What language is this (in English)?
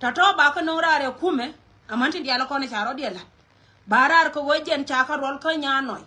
Nuer